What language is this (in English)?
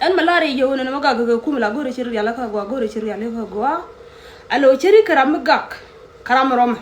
Nuer